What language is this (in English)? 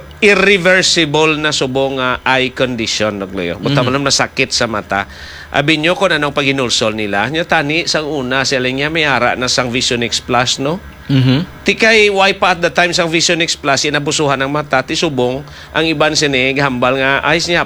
Hiligaynon